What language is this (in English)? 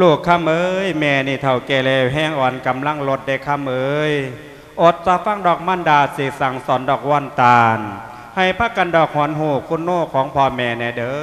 Lao